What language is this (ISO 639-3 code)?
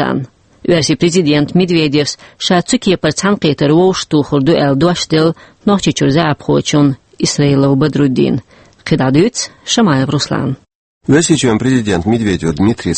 che